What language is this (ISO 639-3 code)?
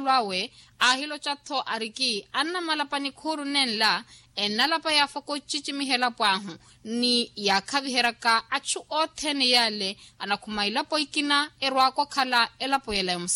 vmw